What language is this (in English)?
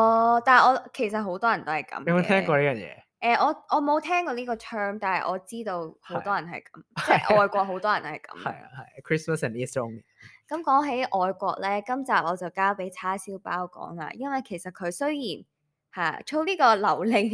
Cantonese